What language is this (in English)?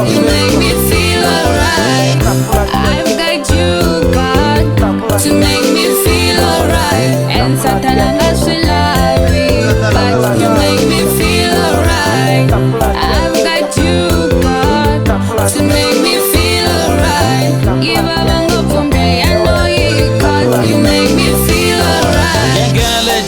Tsonga